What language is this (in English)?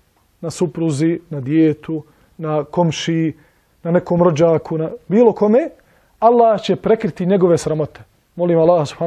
Bosnian